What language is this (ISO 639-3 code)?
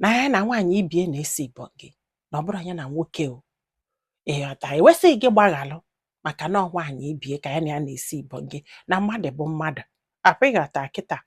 ibo